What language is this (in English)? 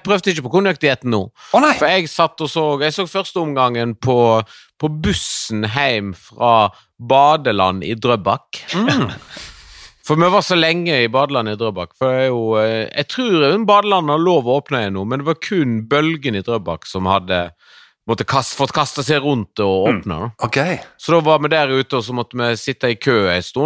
Norwegian